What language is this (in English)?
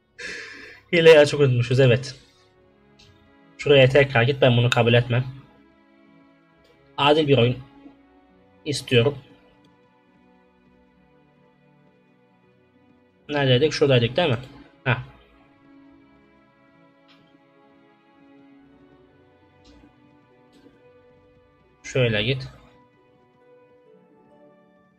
Turkish